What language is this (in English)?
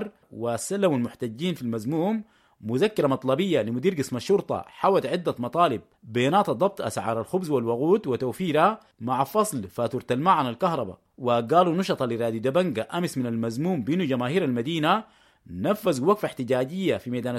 Sudanese Arabic